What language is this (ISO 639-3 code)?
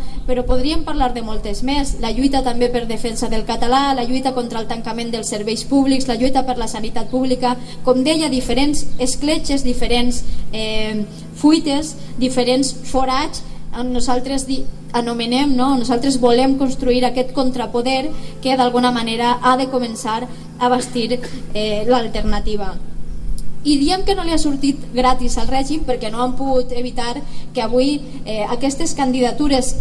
cat